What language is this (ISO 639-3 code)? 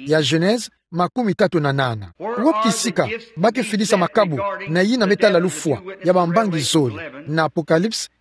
ktu